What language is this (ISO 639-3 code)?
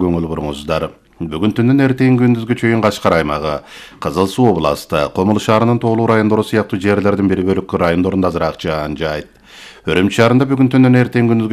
kir